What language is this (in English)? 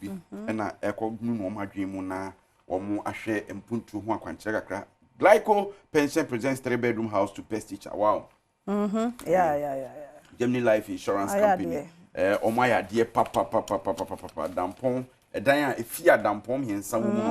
Akan